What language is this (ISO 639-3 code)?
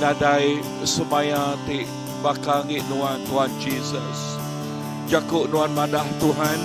iba